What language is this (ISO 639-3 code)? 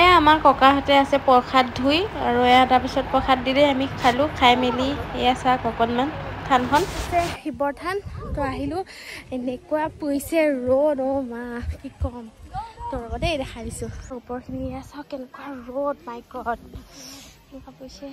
asm